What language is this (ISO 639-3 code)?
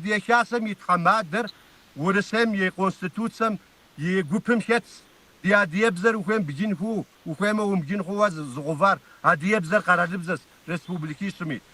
kbd